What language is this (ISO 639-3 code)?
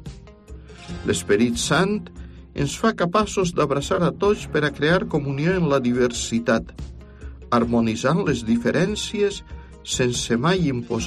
cat